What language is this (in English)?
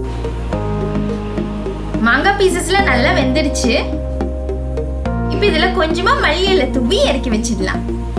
Tamil